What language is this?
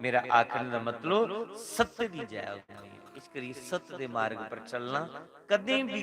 Dogri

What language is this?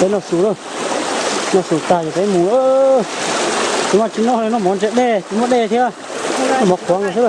Hmong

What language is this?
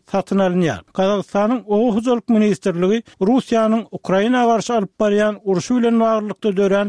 Turkmen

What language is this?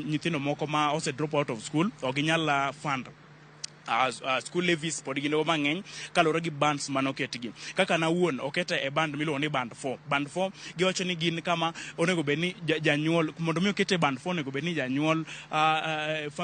Luo (Kenya and Tanzania)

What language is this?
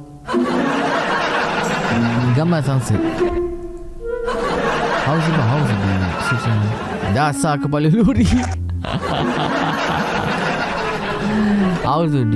Malay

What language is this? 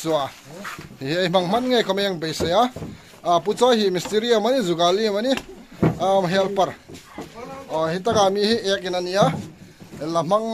Hmar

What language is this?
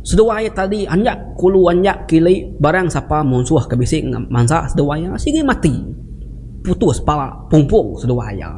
Iban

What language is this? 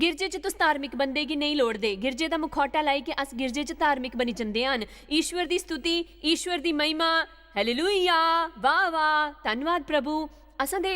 Dogri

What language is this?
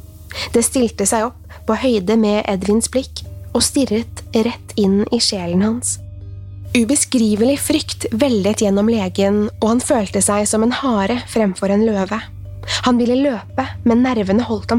Norwegian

